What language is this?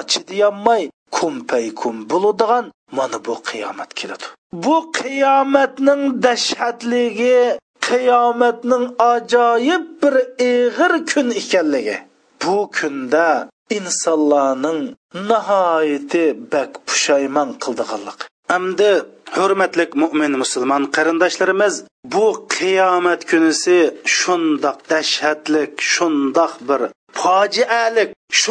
Uyghur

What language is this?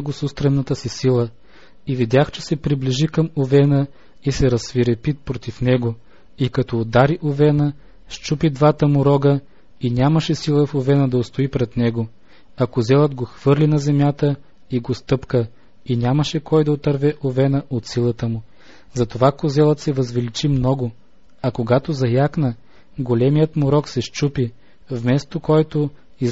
Bulgarian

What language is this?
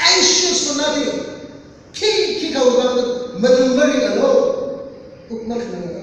Tangkhul Naga (India)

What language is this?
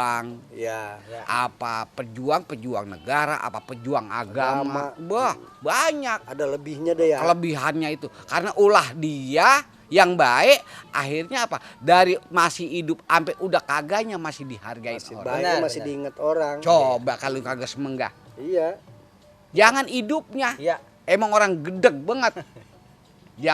Betawi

